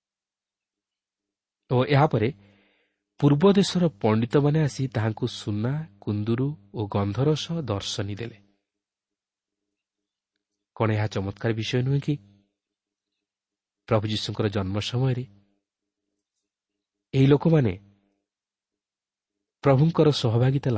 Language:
Odia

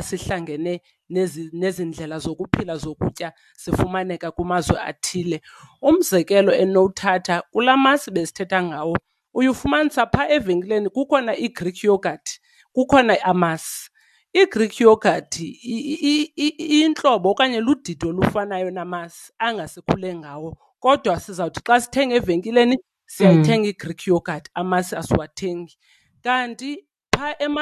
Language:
Xhosa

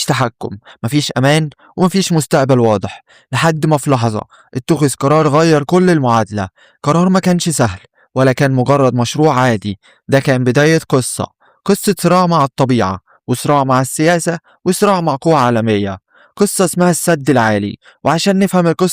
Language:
Egyptian Arabic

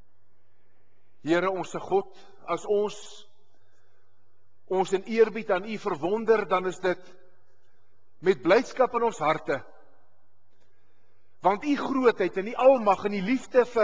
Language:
Afrikaans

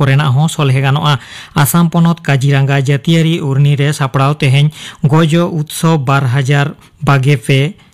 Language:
Santali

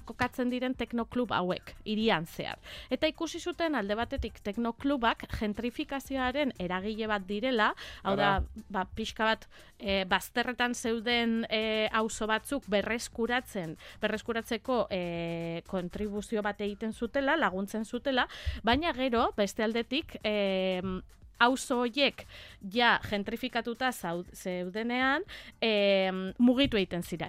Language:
Basque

